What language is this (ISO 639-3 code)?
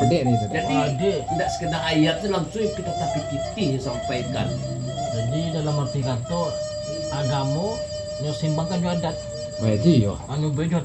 min